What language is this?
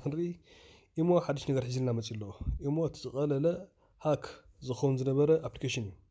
Tigrinya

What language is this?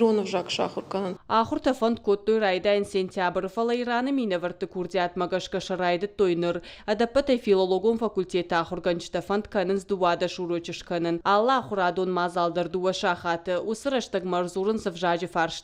Ossetic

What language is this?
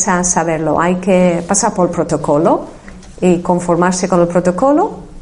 Spanish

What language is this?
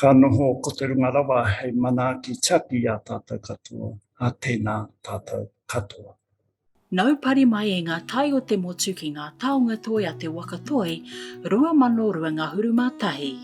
Māori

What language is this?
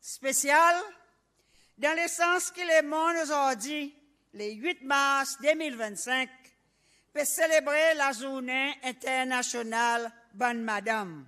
Seselwa Creole French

